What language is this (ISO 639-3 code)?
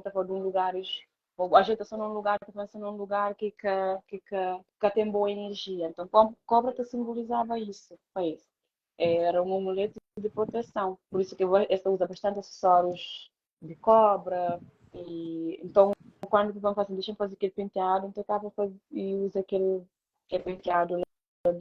kea